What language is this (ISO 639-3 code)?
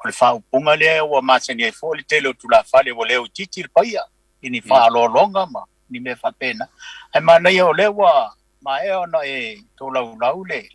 smo